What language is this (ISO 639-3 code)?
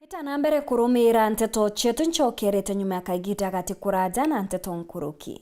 mer